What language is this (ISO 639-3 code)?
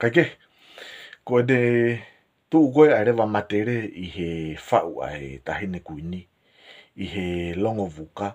ton